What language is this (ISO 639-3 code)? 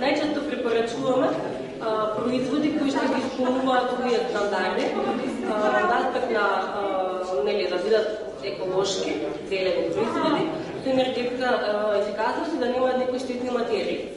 mkd